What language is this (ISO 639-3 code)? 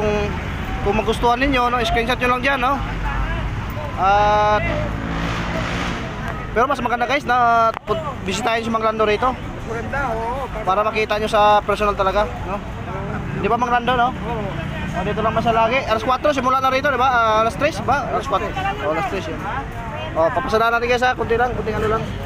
fil